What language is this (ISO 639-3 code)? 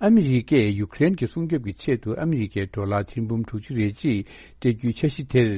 bod